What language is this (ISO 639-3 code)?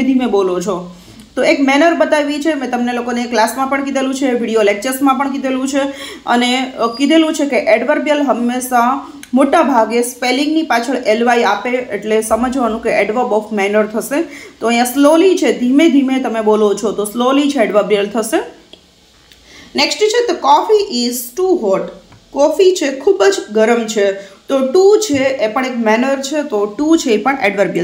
guj